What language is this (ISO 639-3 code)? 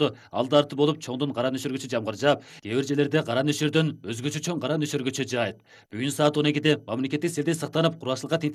kir